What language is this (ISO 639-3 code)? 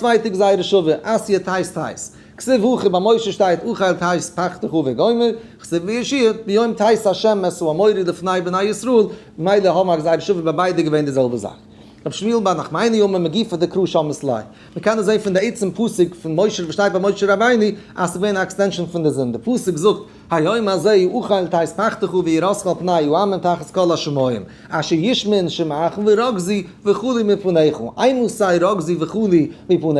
yid